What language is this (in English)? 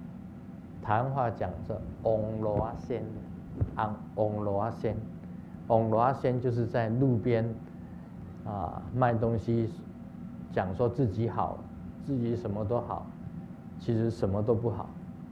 Chinese